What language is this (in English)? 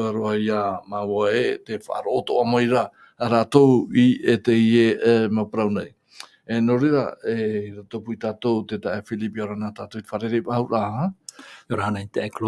Tahitian